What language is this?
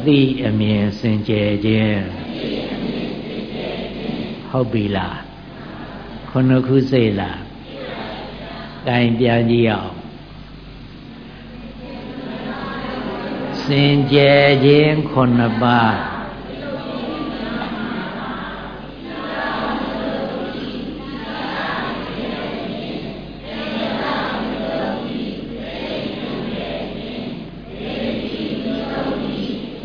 Burmese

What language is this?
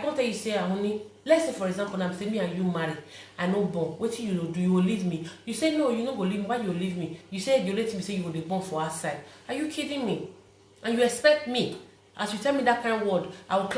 Nigerian Pidgin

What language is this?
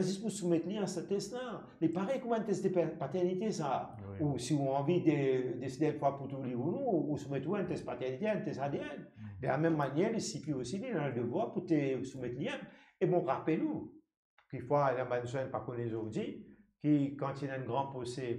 Morisyen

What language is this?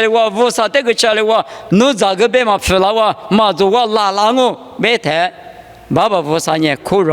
Lisu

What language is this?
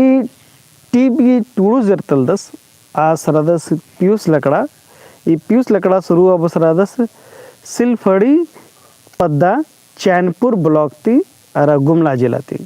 Kurukh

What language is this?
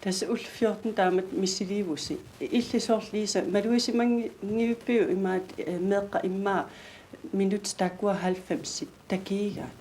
Kalaallisut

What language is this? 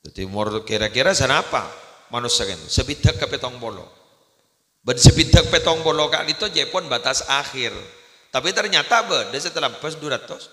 Madurese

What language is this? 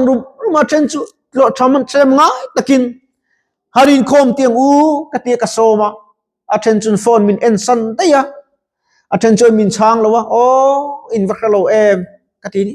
Mizo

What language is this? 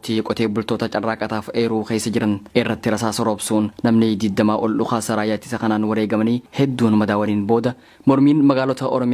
Oromo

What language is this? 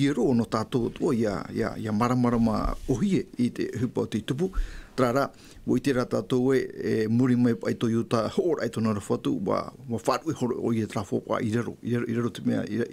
Tahitian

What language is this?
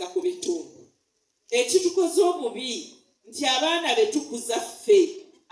Ganda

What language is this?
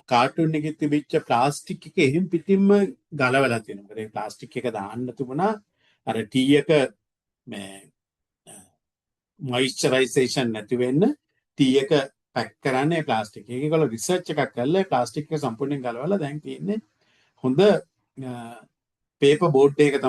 Sinhala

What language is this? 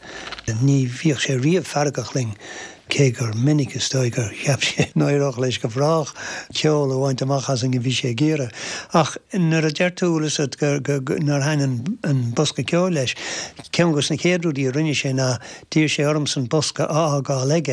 Irish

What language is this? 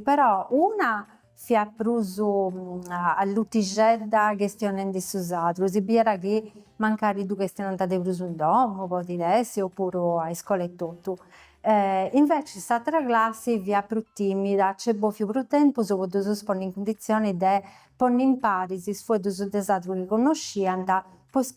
Sardinian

